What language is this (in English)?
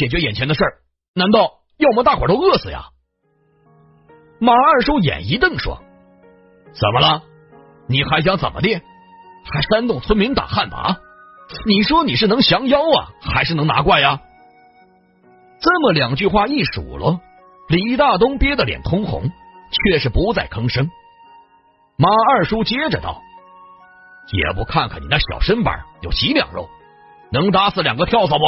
Chinese